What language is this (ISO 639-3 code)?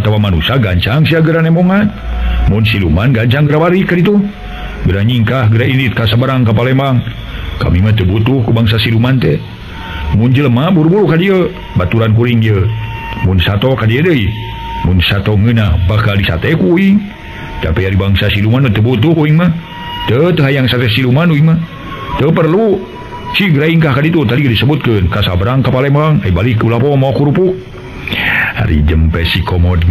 sun